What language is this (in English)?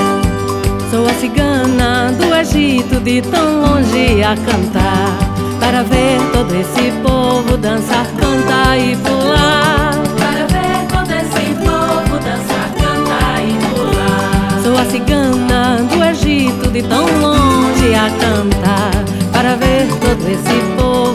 Portuguese